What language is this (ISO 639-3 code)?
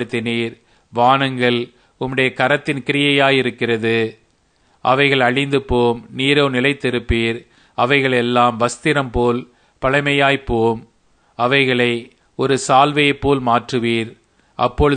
tam